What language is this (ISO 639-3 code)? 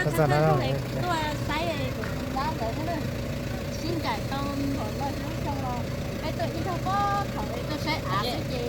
hmn